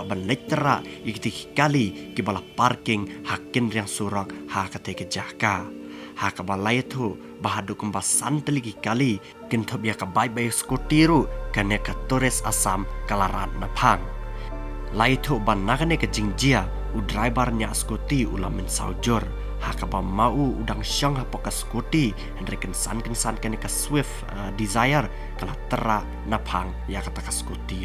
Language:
Khasi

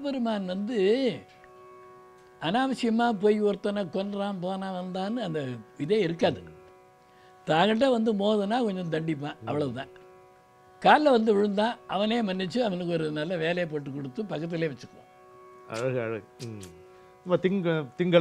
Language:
Tamil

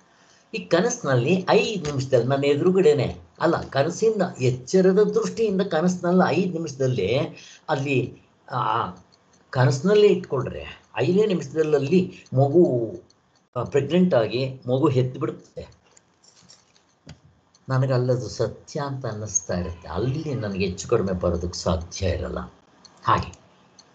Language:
Kannada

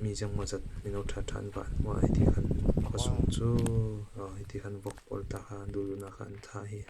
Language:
Falam Chin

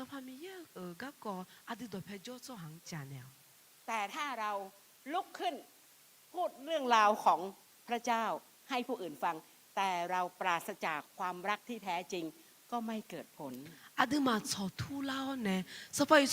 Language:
Akha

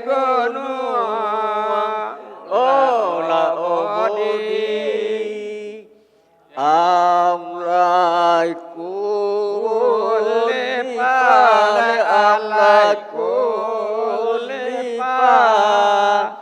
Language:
Minangkabau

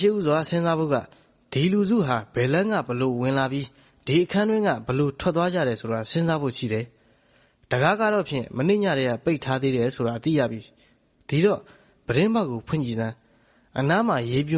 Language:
Burmese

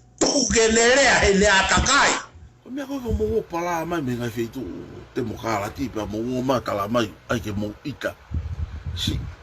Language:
Tongan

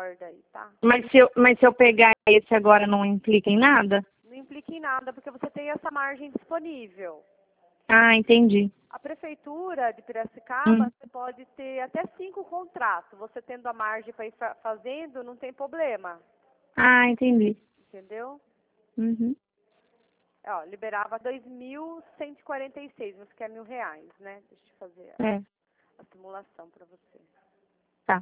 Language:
Portuguese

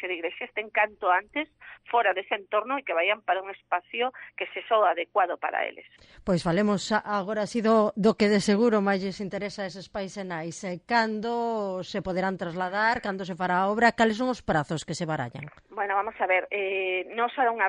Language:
Galician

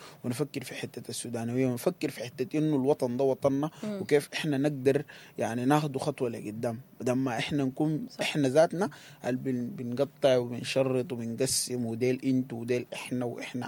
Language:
Sudanese Arabic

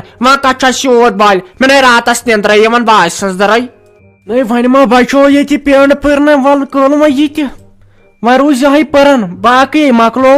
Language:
Kashmiri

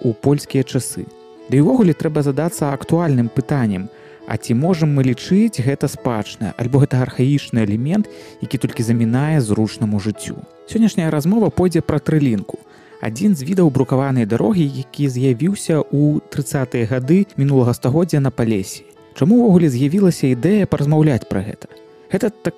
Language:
Belarusian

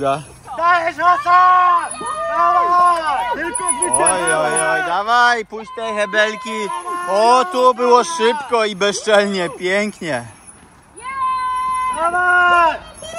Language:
Polish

